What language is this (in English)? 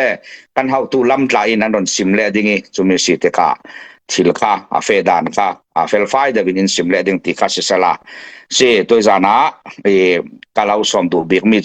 Falam Chin